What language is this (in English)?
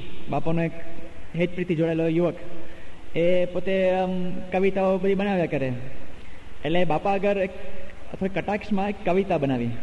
Gujarati